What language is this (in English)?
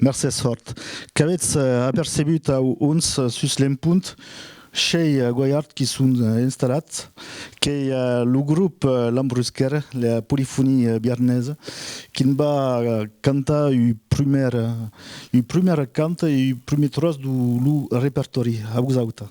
Occitan